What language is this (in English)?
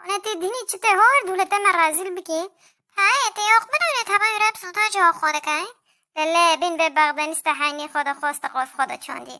Kurdish